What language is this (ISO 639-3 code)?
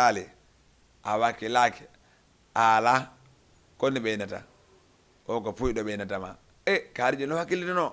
ful